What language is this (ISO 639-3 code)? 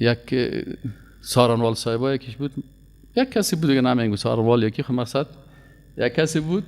fas